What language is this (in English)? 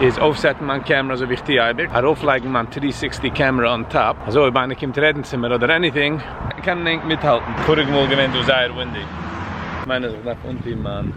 Yiddish